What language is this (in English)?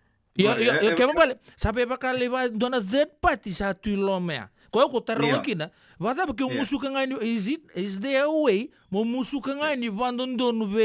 Fijian